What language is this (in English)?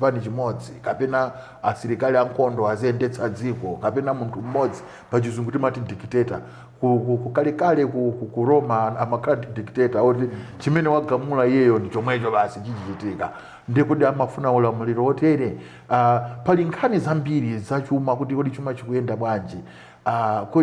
Nyanja